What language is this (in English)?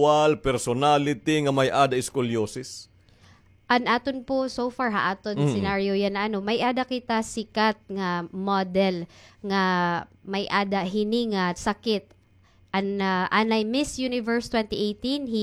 Waray